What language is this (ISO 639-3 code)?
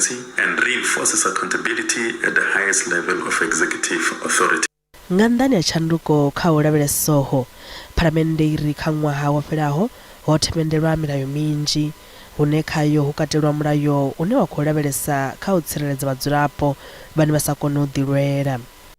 ven